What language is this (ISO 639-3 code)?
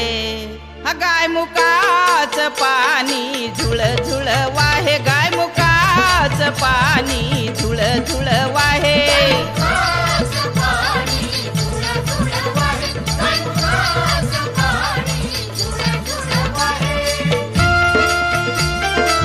mar